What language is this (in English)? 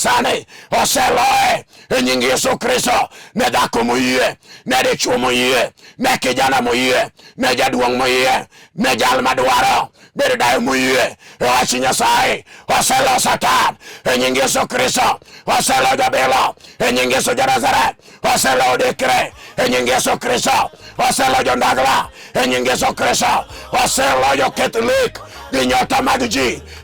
Luo (Kenya and Tanzania)